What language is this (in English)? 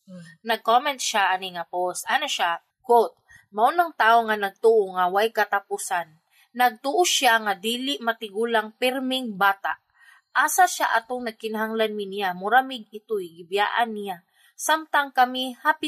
Cebuano